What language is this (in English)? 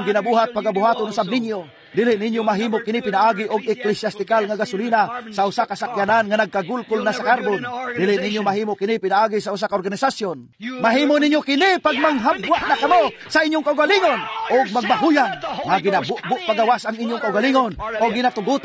Cebuano